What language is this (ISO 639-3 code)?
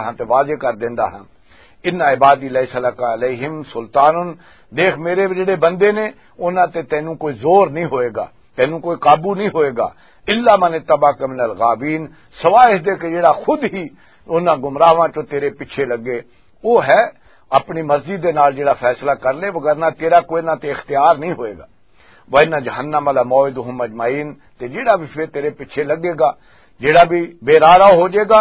lah